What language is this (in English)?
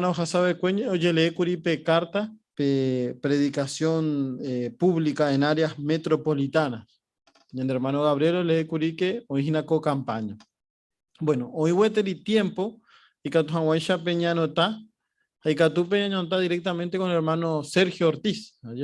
Guarani